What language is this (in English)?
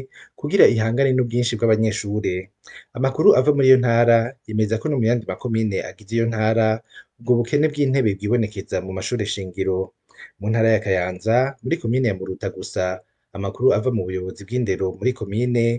Rundi